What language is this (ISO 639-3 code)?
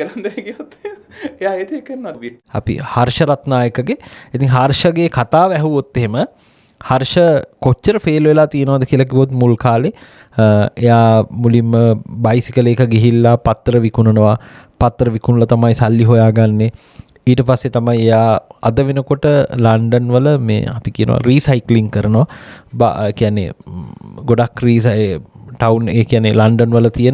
sin